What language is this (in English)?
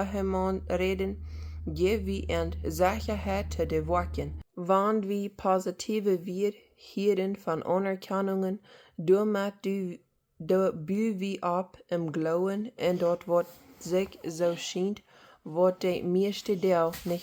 Plautdietsch